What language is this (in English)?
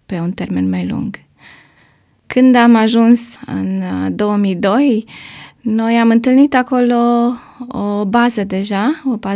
Romanian